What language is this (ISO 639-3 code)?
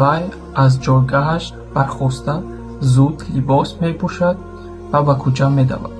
tgk